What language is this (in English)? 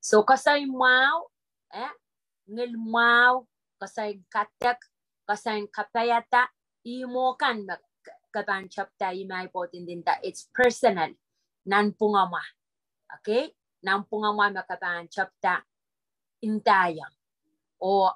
Pohnpeian